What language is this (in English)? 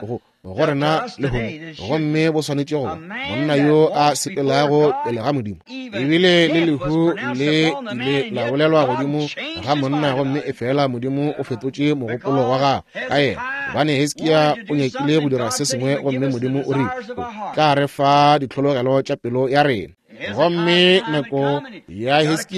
Northern Sotho